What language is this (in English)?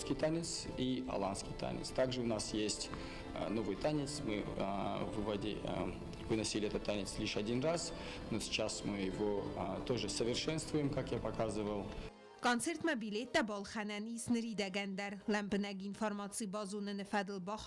Ossetic